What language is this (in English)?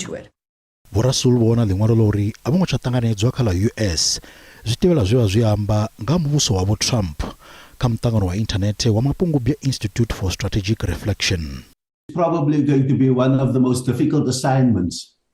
Venda